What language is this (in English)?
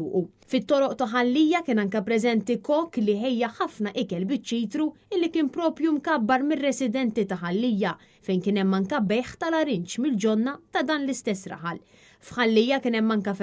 Maltese